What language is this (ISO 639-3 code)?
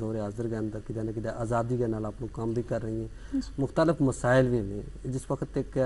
gju